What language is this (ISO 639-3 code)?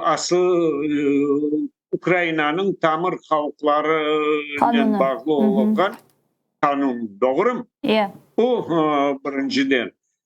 crh